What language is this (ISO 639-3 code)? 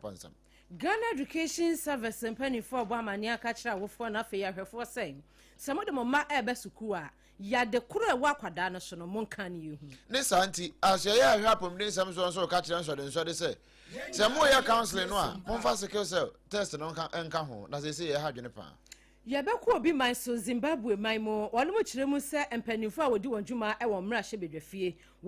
aka